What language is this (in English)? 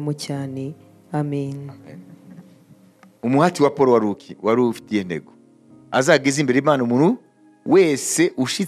Kinyarwanda